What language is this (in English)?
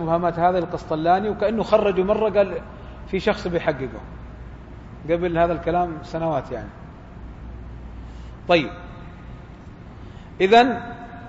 Arabic